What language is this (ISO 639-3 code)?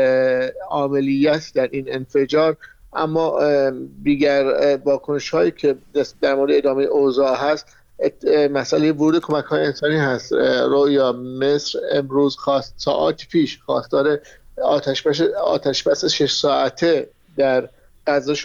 fas